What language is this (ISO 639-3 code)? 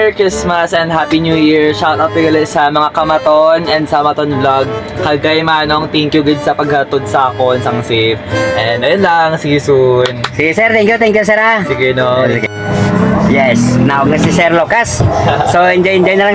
hil